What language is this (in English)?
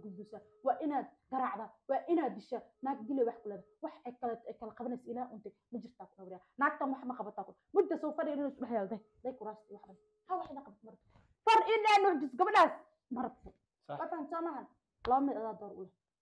Somali